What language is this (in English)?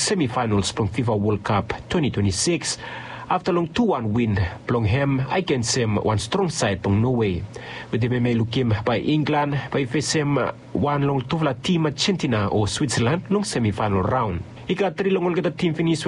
Bislama